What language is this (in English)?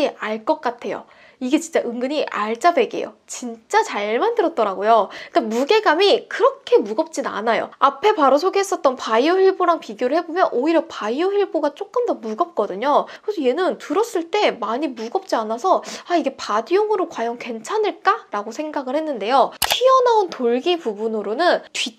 Korean